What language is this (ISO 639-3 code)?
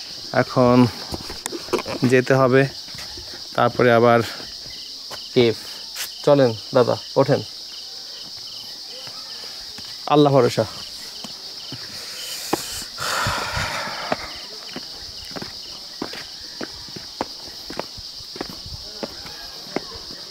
ben